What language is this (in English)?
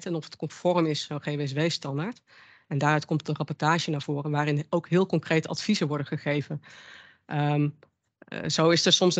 Dutch